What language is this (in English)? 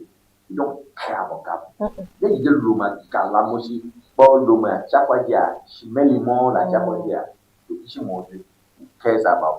Ewe